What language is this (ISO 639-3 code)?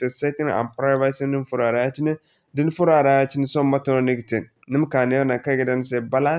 dje